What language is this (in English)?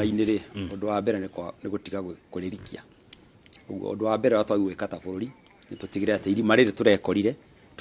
Kikuyu